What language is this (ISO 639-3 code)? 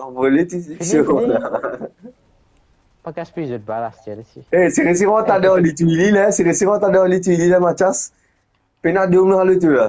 mfe